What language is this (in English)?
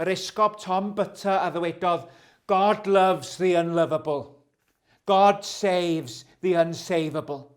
Welsh